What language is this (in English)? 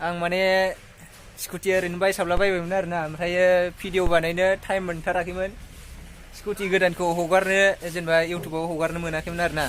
Bodo